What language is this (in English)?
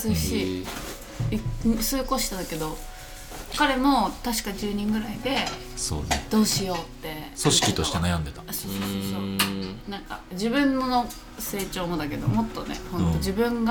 Japanese